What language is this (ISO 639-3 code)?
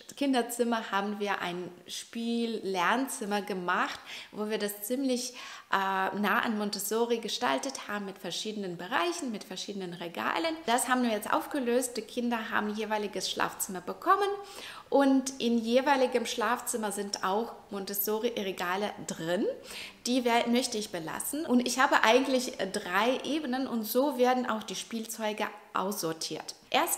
deu